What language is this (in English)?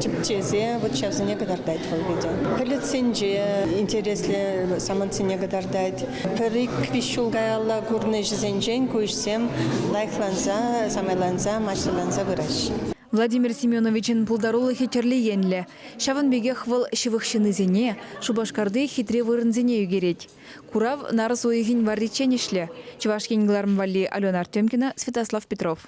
Chuvash